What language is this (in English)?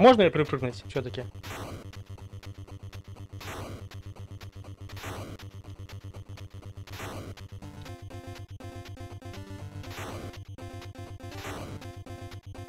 Russian